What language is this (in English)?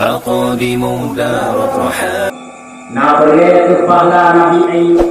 Achinese